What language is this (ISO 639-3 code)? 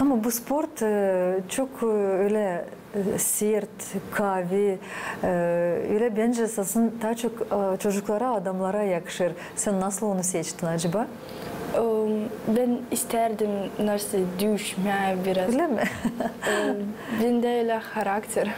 gag